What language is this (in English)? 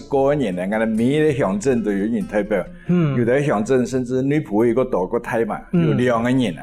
Hakka Chinese